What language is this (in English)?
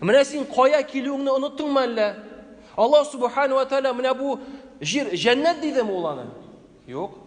Tatar